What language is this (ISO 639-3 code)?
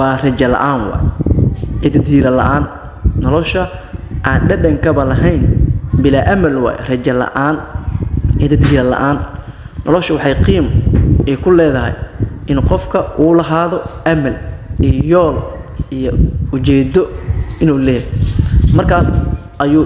som